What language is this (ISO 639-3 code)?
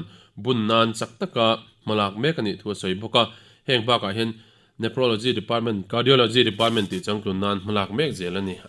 lus